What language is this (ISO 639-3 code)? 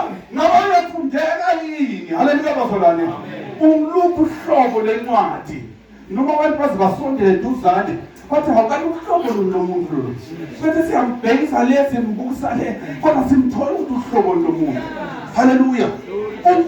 zul